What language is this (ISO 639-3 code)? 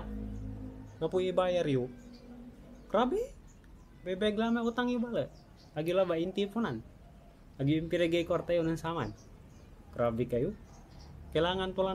pag